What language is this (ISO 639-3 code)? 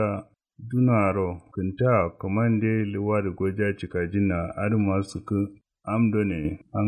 kau